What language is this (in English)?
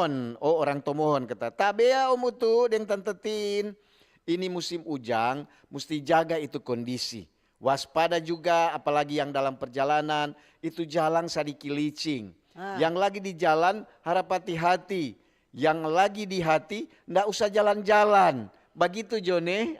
Manado Malay